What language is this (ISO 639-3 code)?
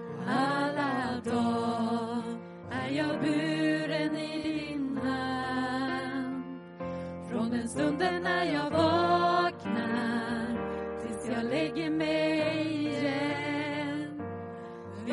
swe